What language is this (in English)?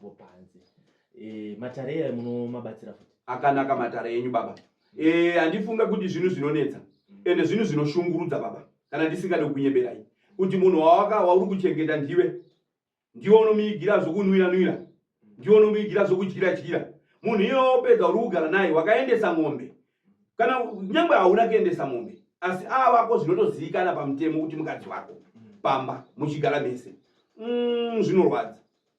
Shona